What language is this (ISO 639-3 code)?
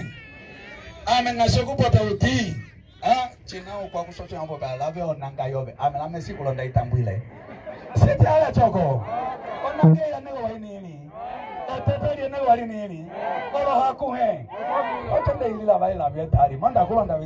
umb